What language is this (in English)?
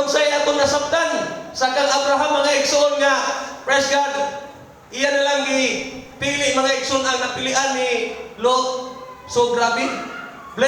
Cebuano